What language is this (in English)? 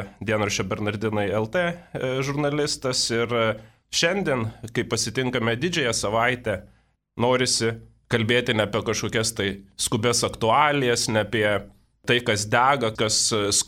Lithuanian